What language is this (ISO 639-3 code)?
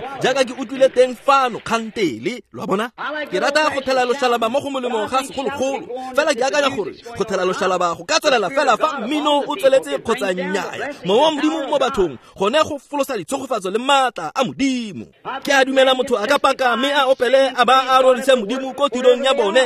tsn